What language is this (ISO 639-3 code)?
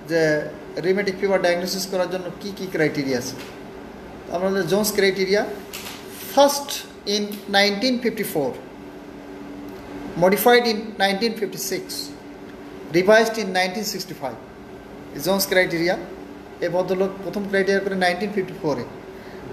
ben